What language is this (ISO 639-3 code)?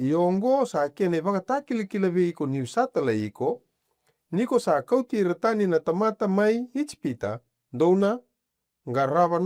fij